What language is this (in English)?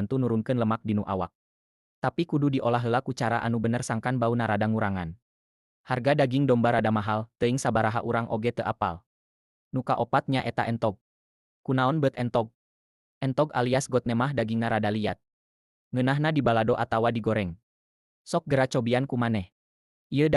Sundanese